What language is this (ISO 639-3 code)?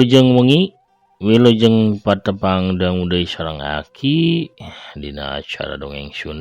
sun